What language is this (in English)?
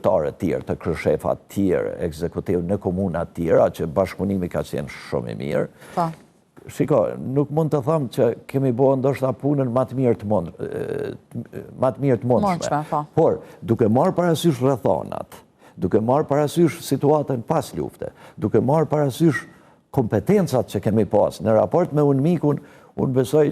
Albanian